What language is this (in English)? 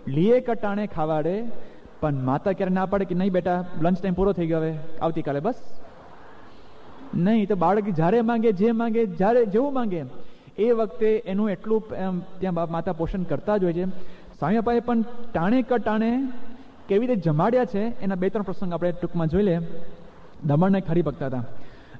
Gujarati